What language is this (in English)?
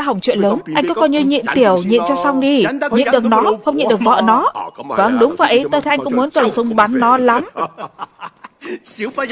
Vietnamese